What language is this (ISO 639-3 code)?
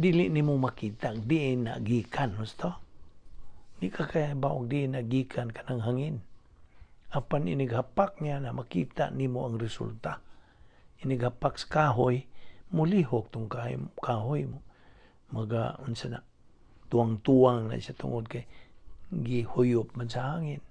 ceb